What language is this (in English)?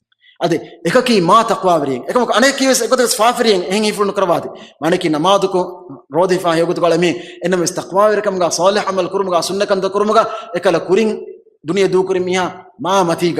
Divehi